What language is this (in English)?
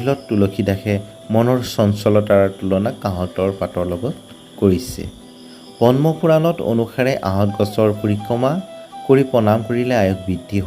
Assamese